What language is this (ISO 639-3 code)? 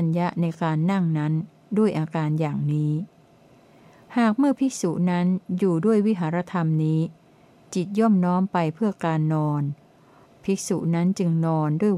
tha